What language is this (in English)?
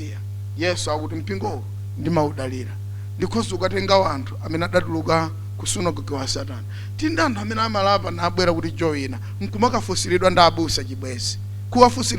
Nyanja